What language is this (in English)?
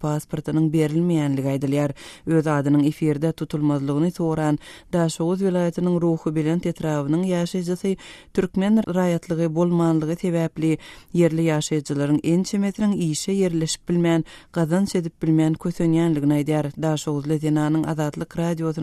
Turkmen